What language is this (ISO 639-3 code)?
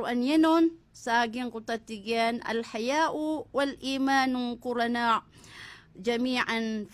mrw